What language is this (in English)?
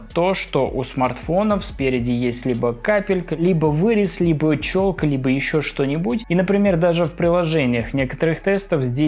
Russian